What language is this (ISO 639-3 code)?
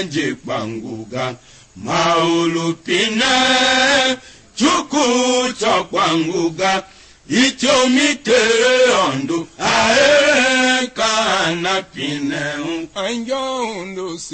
tiv